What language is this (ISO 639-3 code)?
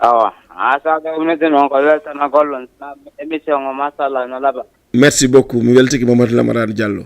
ful